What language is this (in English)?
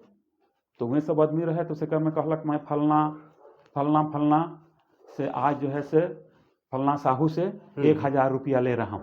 Sadri